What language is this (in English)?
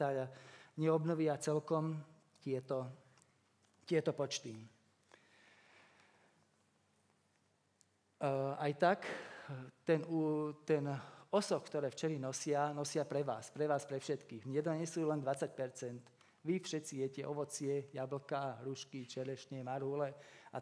Slovak